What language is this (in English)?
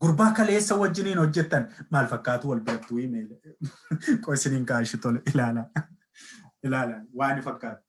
Oromo